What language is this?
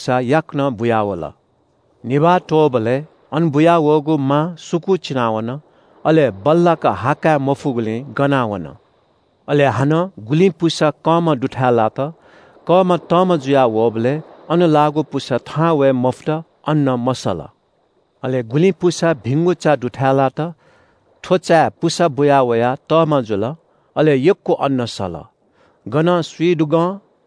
Newari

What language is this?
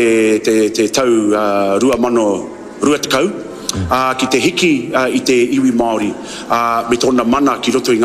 Māori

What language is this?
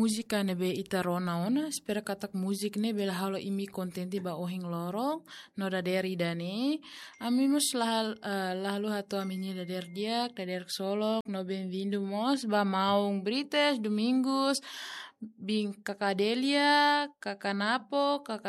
Tetum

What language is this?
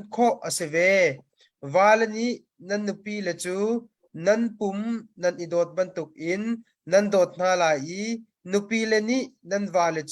Hakha Chin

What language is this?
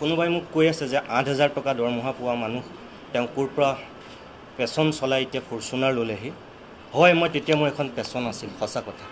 Assamese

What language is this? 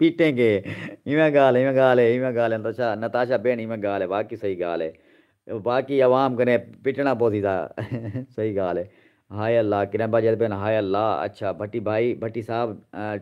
Saraiki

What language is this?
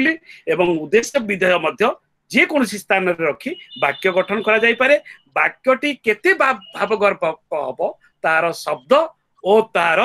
Odia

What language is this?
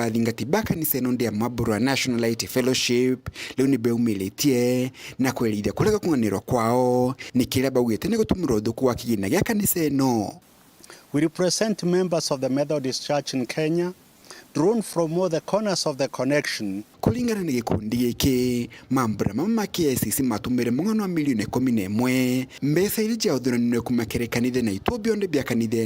Meru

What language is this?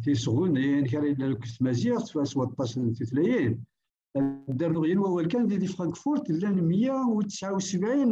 Kabyle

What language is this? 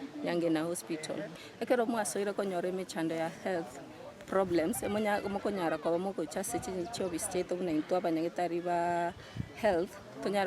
Gusii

